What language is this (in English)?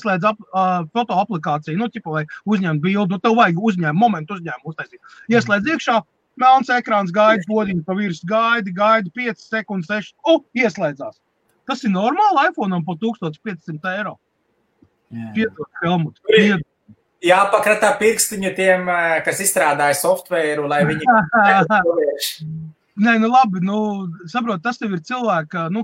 Latvian